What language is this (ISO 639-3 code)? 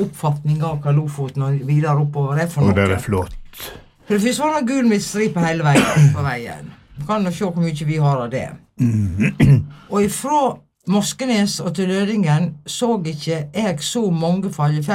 nor